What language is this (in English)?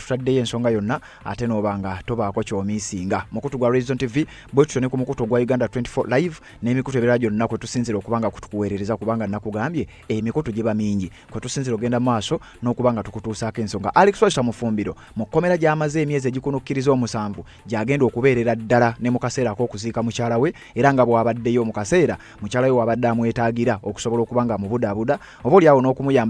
Ganda